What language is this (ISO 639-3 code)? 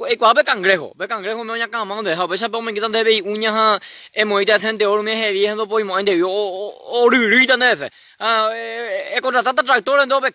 grn